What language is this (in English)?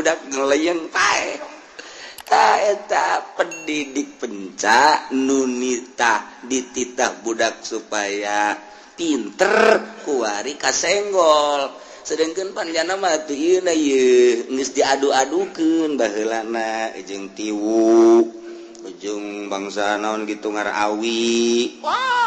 Sundanese